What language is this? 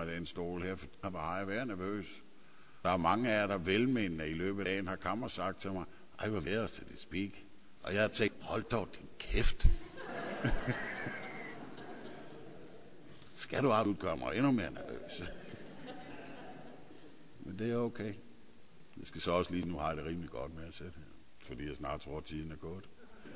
Danish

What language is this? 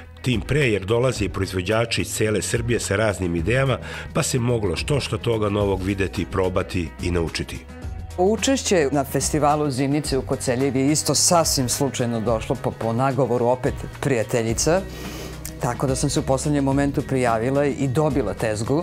Serbian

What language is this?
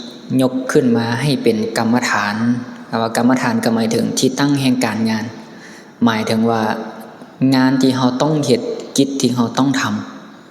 Lao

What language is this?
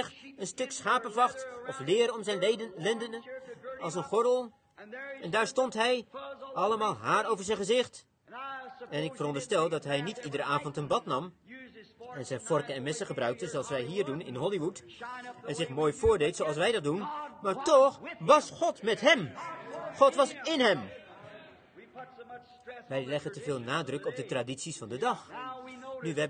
Dutch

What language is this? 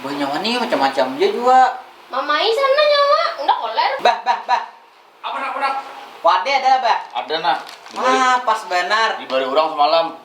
Banjar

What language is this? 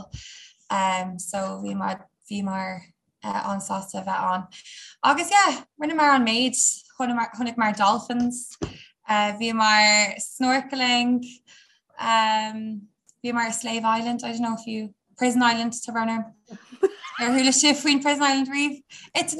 Irish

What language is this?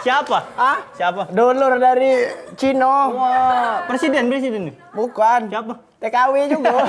Musi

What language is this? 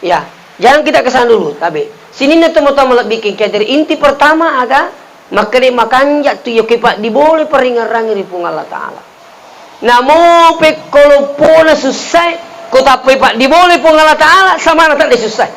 Buginese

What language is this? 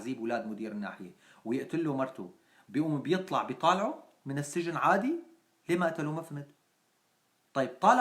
North Levantine Arabic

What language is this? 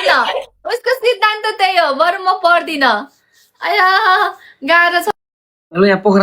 Nepali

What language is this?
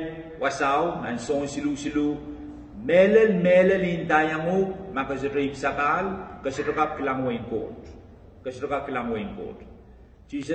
Pohnpeian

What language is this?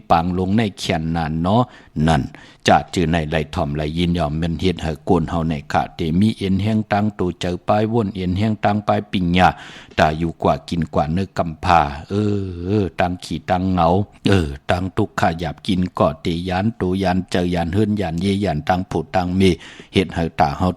Shan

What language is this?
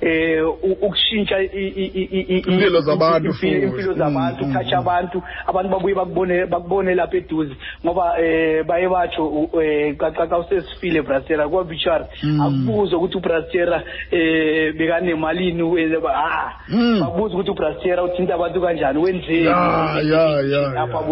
Xhosa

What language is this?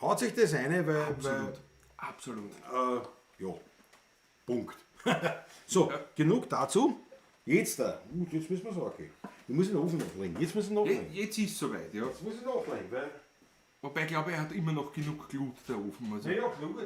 Bavarian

